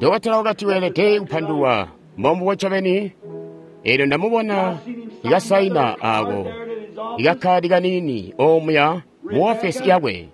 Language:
Tonga (Zambia)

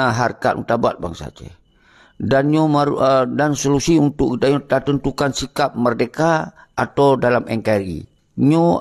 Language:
Achinese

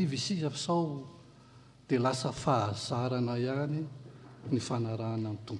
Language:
Malagasy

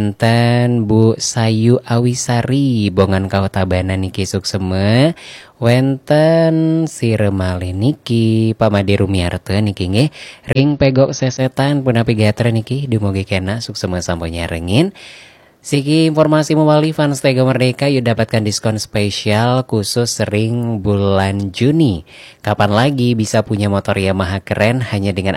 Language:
Balinese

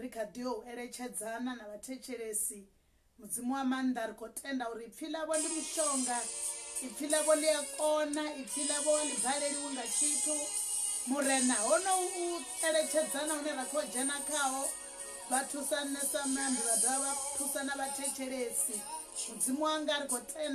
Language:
Venda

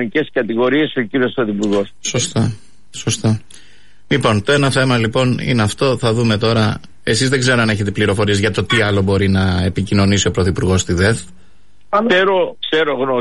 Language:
Greek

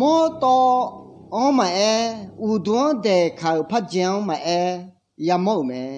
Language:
Akha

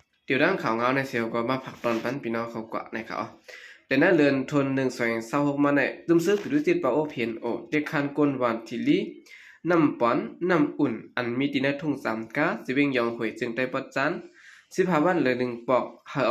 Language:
Shan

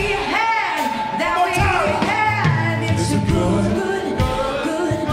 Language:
English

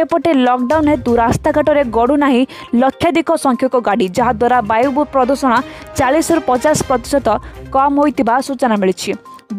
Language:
Odia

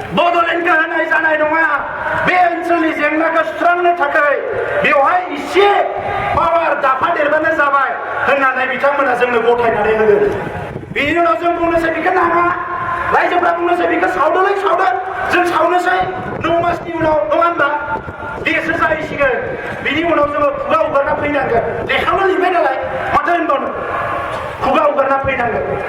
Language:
Bodo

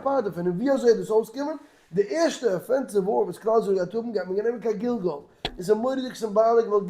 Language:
Yiddish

